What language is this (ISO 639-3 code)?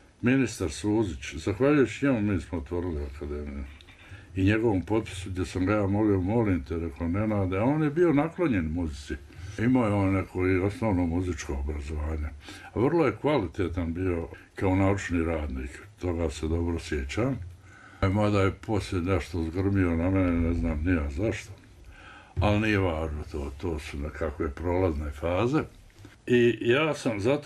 bos